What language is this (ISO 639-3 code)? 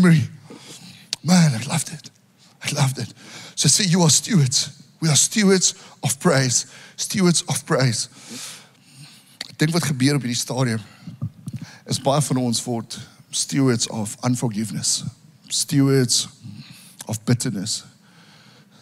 afr